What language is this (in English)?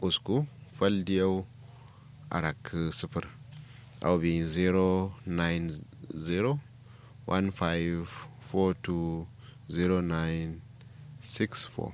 Kanuri